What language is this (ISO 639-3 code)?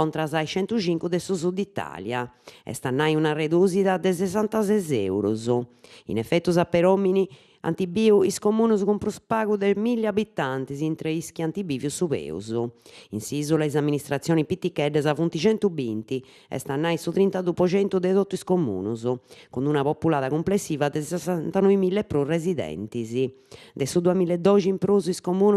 srd